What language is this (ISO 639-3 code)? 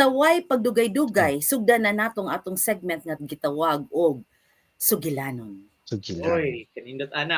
ceb